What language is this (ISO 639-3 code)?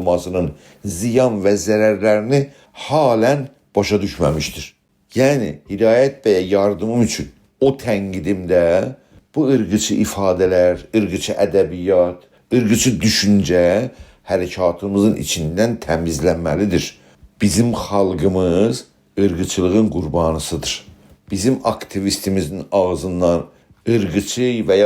azb